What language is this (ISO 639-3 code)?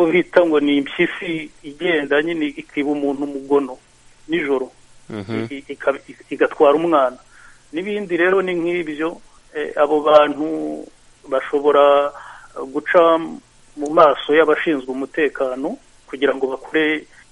kin